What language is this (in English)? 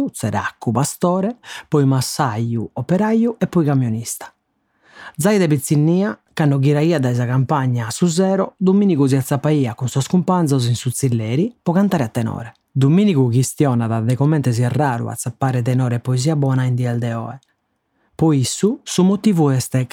Sardinian